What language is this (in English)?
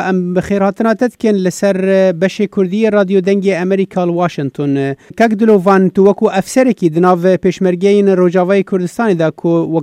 Kurdish